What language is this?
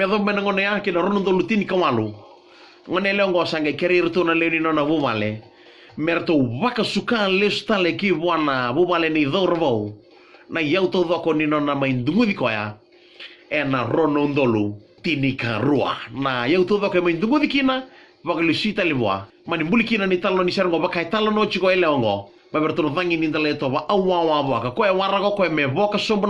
Fijian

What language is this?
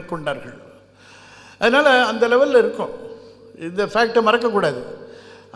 Tamil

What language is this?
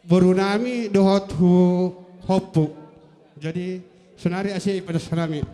Batak Simalungun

